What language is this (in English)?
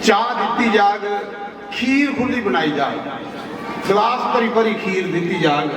Dogri